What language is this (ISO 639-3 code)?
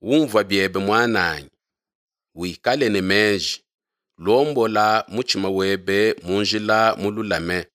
lua